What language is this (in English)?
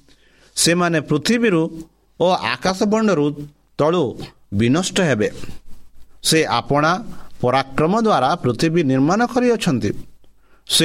Odia